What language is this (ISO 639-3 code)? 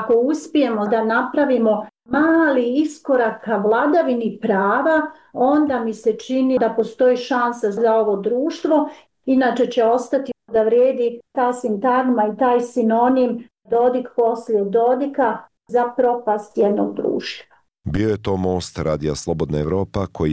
bos